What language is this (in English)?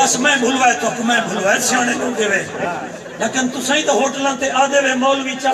Saraiki